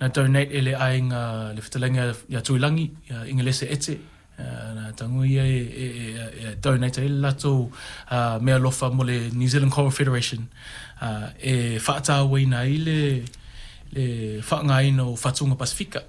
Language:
Samoan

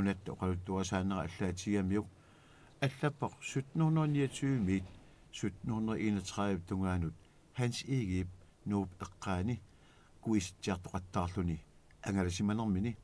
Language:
Kalaallisut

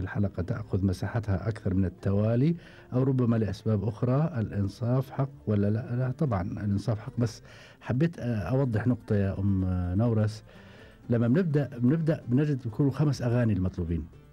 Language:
Gulf Arabic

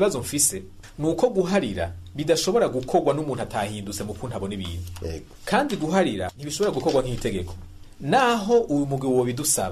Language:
Rundi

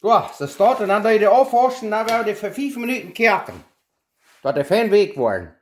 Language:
Plautdietsch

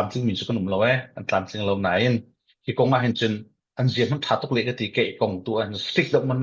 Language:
Falam Chin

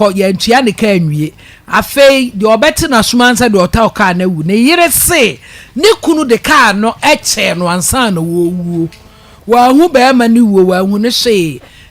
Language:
Akan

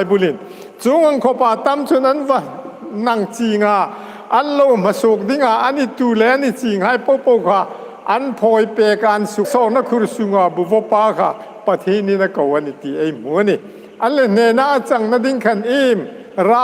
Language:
Hmar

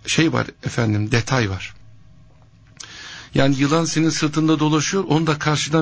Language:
Turkish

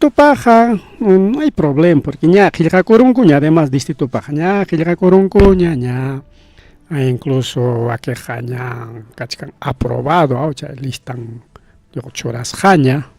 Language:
Ayacucho Quechua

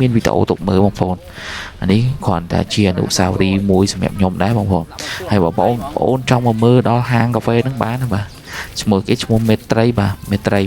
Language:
Khmer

